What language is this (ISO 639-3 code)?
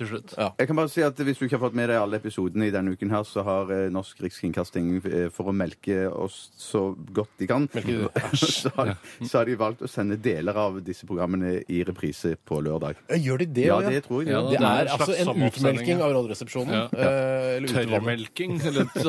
nor